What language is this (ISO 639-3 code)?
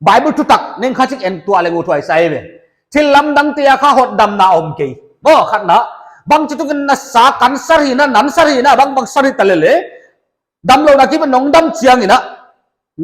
pck